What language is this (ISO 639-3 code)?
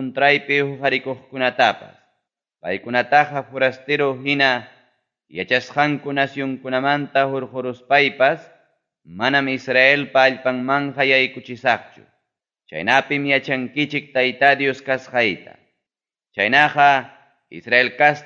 quy